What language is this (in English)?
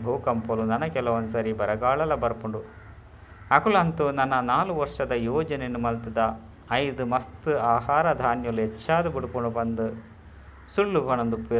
Tulu